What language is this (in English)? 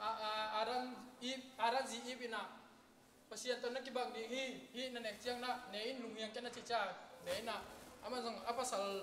Tedim Chin